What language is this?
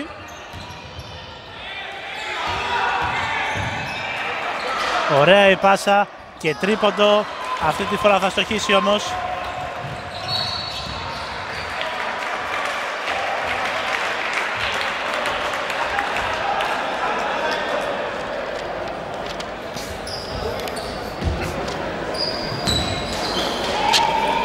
Greek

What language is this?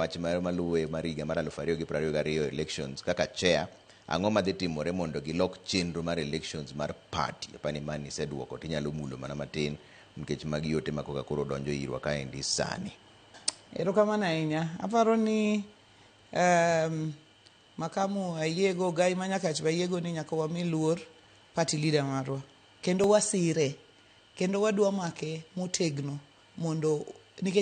Luo (Kenya and Tanzania)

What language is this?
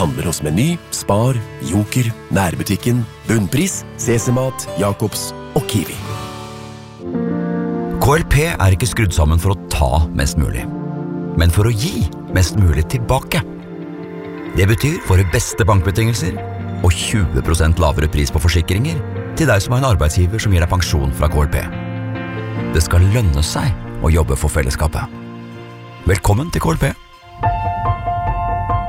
Norwegian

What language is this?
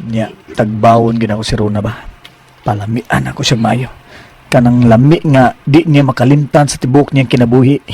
Cebuano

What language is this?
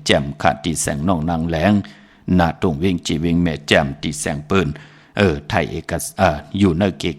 Shan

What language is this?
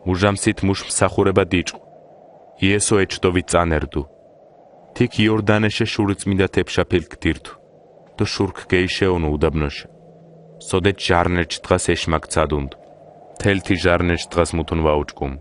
Mingrelian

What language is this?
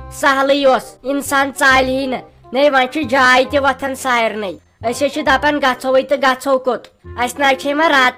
Kashmiri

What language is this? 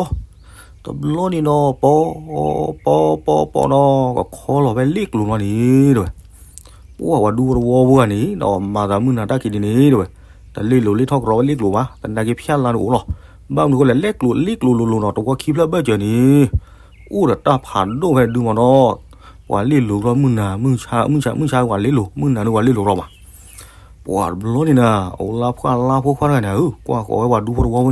S'gaw Karen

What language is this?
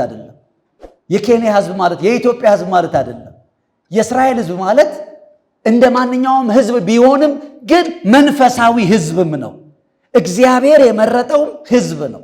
Amharic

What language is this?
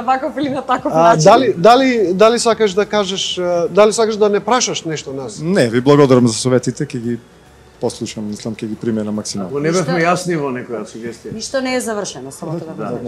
Macedonian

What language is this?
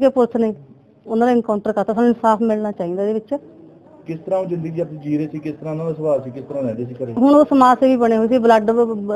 Punjabi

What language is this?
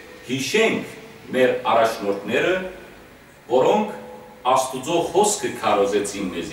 Western Armenian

